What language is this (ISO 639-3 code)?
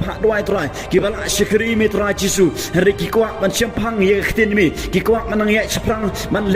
kha